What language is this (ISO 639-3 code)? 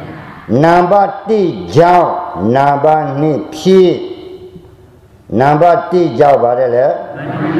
mya